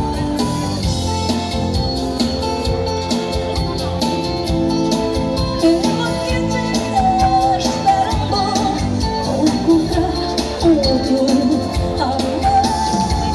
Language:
Portuguese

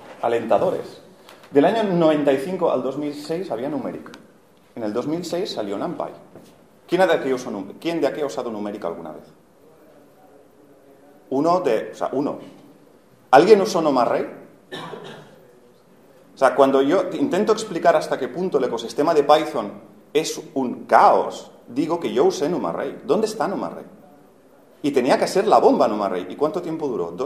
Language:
Spanish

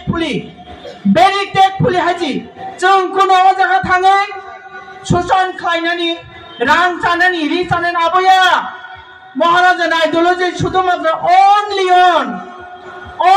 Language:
Kok Borok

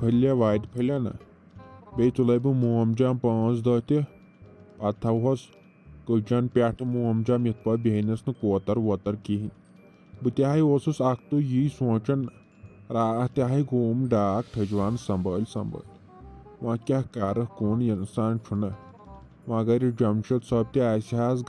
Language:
Kashmiri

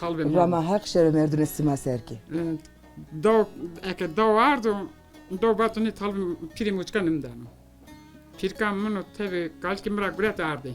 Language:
Zaza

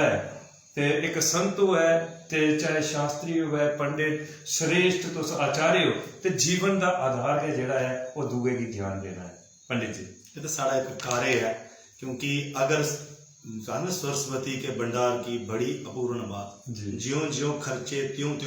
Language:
Dogri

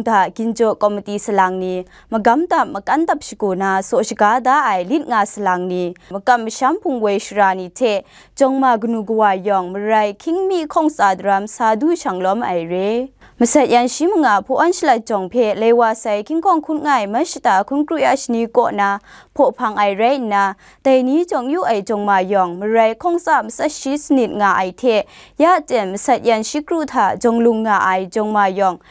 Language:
Kachin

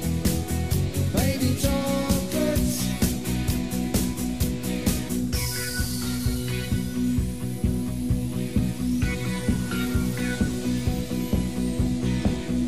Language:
Afrikaans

